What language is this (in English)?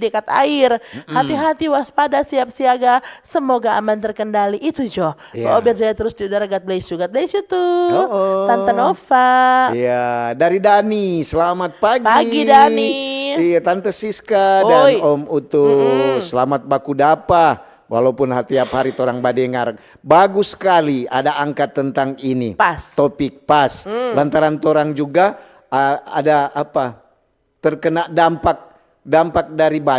Manado Malay